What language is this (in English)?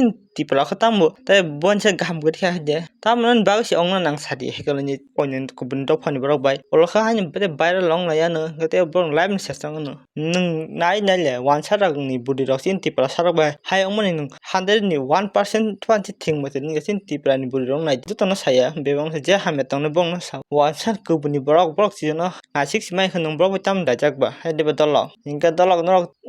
Kok Borok